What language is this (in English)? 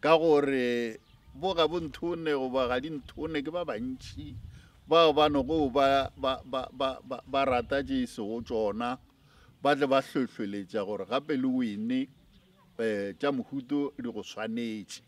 Northern Sotho